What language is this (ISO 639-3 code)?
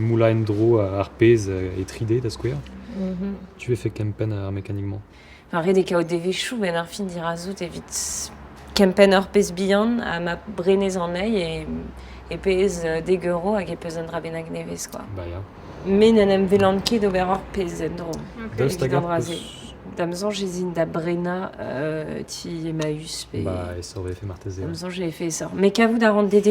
bre